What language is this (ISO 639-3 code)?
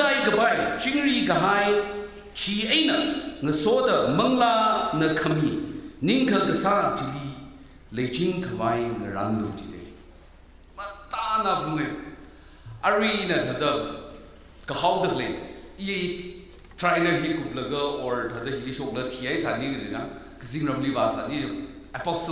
nmf